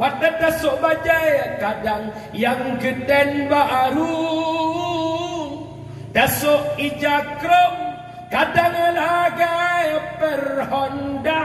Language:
Achinese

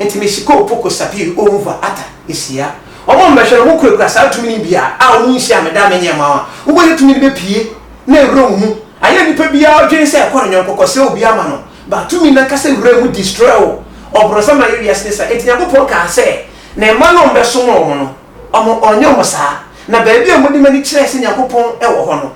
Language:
Akan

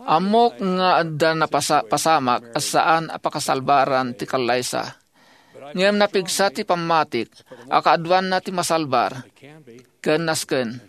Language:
Iloko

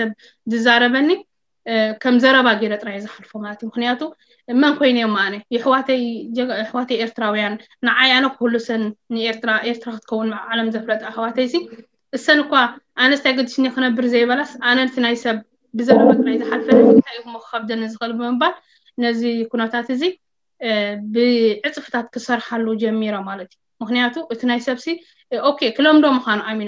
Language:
Tigrinya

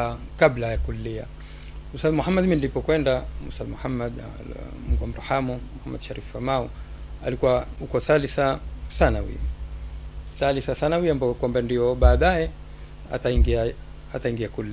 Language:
Swahili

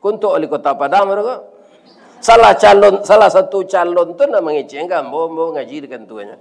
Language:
Minangkabau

